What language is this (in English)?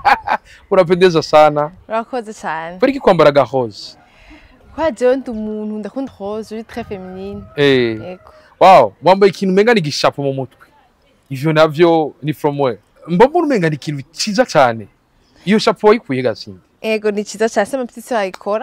Rundi